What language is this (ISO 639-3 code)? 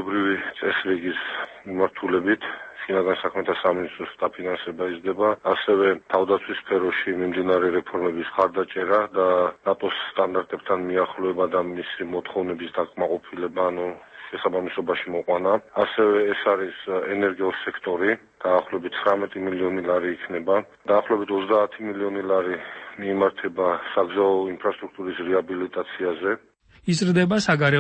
kat